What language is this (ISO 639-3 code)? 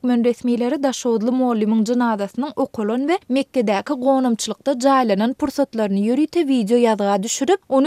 tuk